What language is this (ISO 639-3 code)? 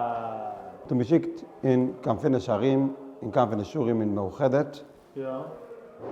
yid